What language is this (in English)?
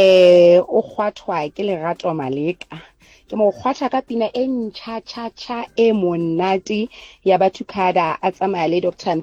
Southern Sotho